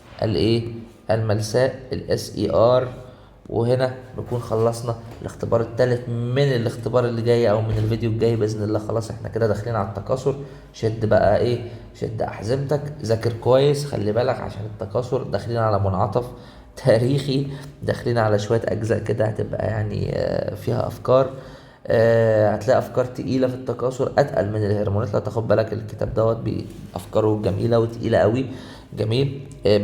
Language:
Egyptian Arabic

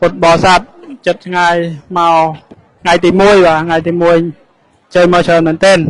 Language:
Khmer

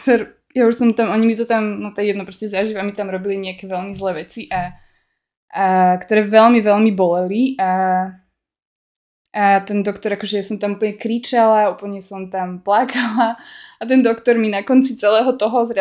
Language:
Slovak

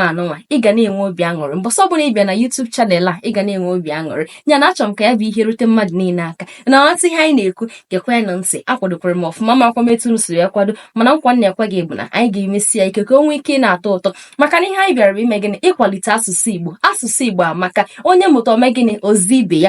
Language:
Igbo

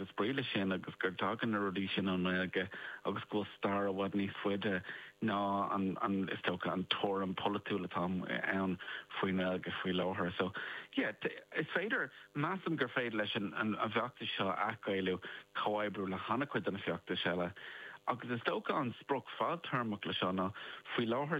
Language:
Irish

